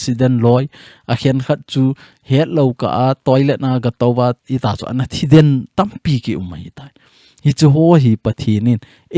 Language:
Thado Chin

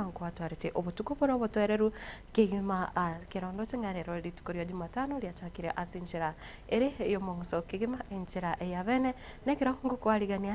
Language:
Gusii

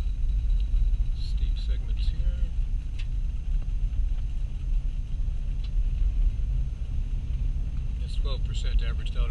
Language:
English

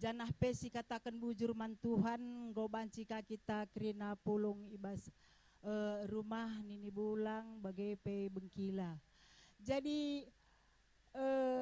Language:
Batak Karo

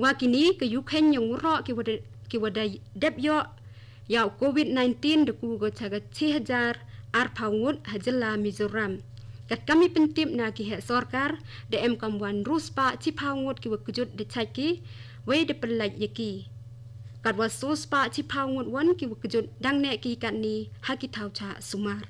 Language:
Khasi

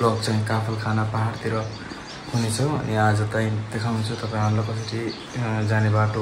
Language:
Nepali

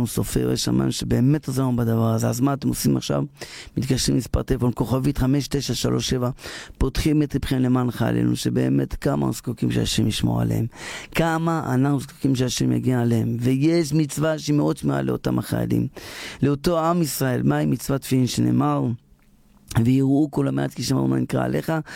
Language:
Hebrew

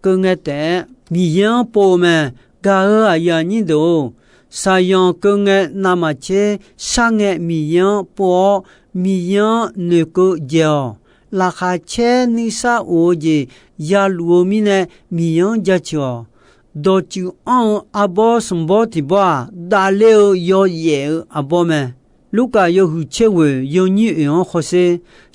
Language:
Akha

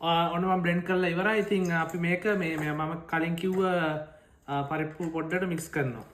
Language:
Sinhala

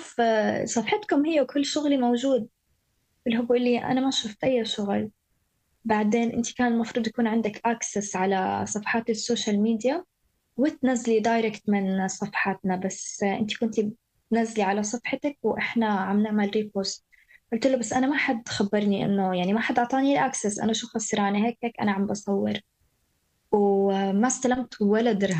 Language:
North Levantine Arabic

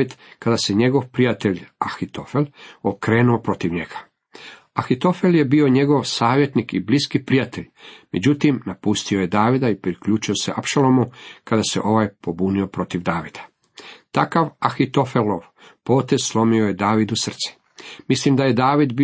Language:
Croatian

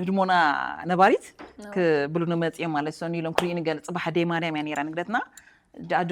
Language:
Tigrinya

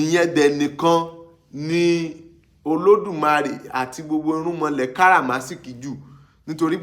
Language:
Yoruba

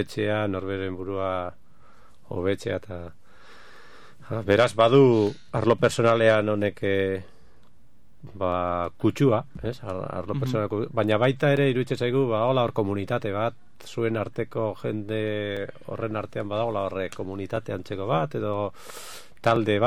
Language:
Basque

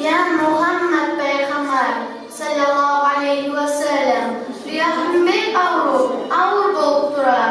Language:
Kumyk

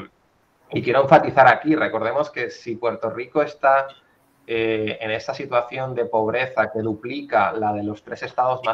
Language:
Spanish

